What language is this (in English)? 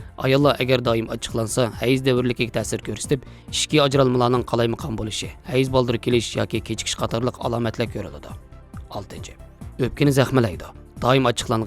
Uyghur